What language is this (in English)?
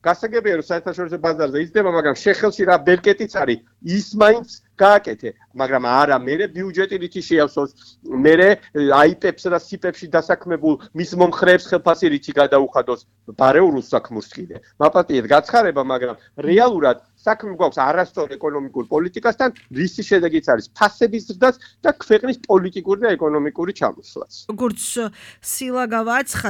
Georgian